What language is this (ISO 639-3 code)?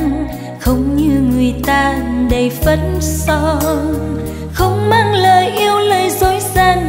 vie